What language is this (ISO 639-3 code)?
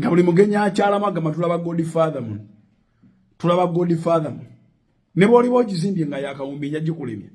lug